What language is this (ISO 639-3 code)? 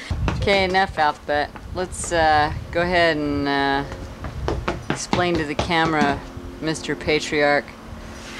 eng